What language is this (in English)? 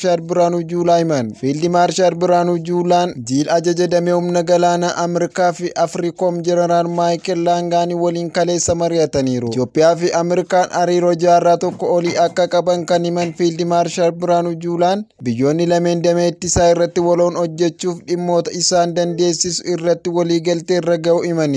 Oromo